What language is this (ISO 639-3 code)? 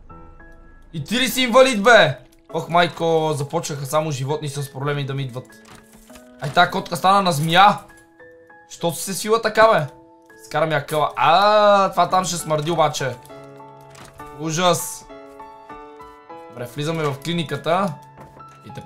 bul